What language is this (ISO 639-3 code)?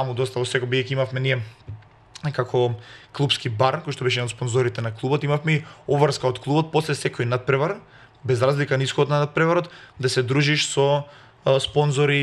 mkd